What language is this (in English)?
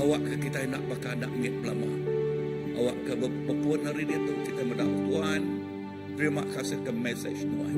Iban